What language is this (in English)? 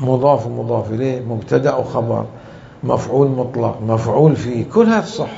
Mesopotamian Arabic